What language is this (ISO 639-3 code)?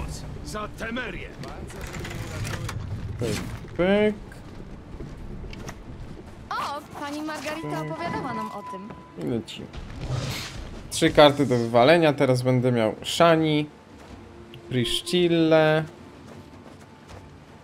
pol